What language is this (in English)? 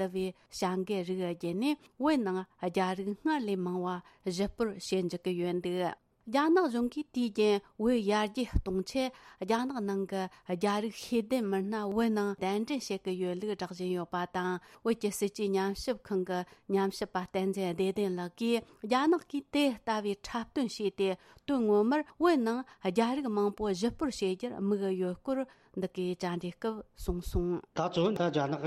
Tibetan